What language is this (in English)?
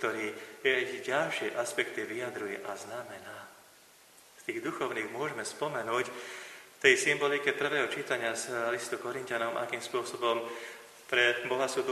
Slovak